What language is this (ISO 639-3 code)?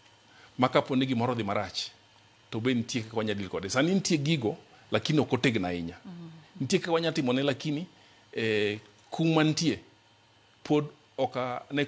luo